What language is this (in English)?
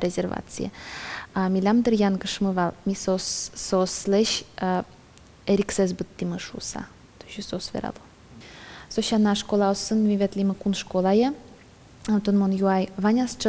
Udmurt